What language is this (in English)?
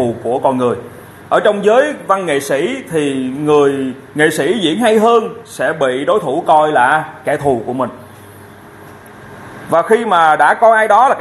Vietnamese